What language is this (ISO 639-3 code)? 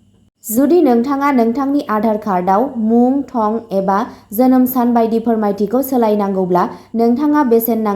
brx